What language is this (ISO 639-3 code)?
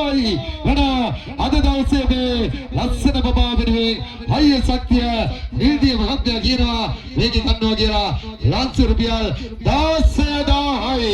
sin